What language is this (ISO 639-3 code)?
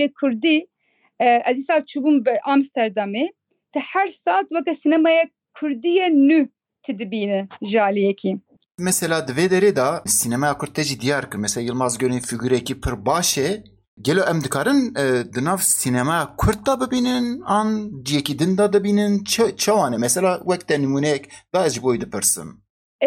kur